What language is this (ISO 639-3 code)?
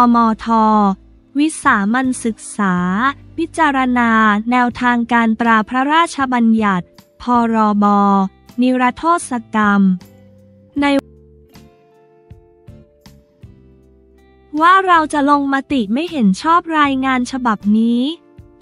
tha